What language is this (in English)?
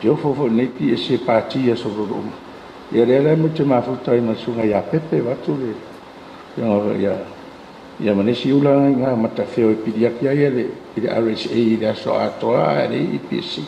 Samoan